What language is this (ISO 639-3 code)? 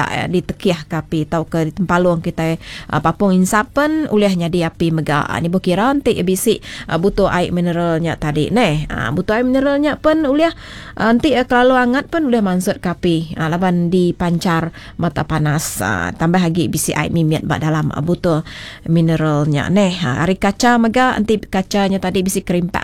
iba